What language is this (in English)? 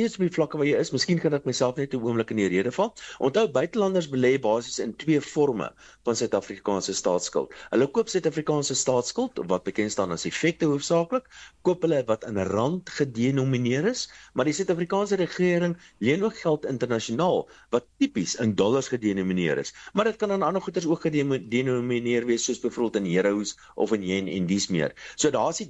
Afrikaans